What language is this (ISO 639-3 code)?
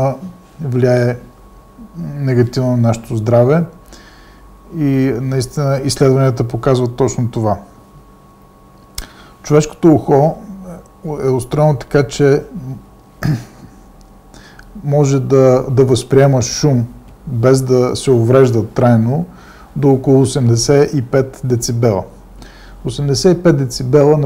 bul